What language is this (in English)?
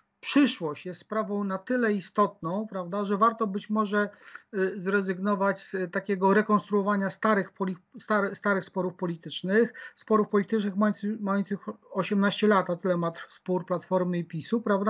Polish